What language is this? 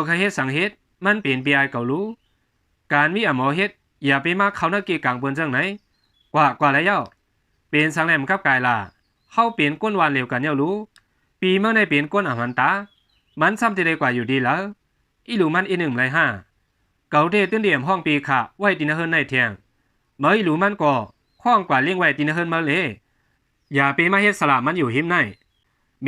Shan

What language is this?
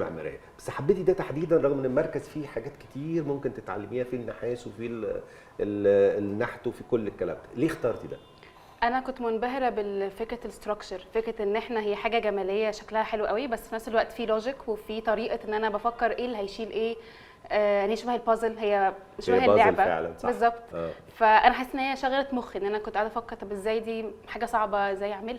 Egyptian Arabic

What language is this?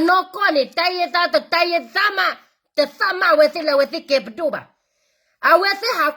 S'gaw Karen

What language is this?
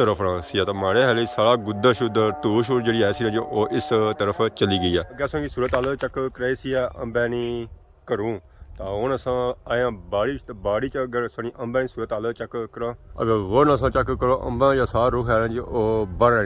Pahari-Potwari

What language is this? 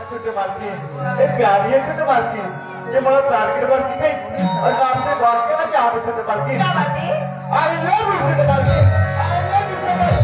Chhattisgarhi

